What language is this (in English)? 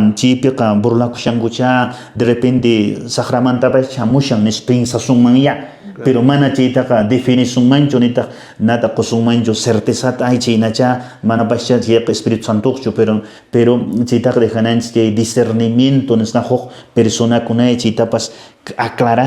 Quechua